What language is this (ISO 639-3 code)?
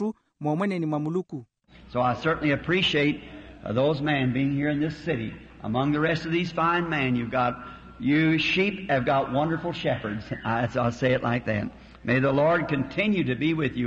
vmw